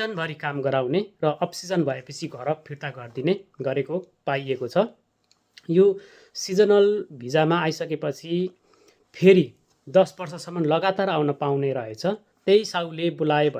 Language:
Nepali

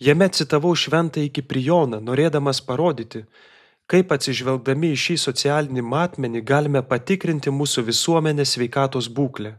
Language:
Lithuanian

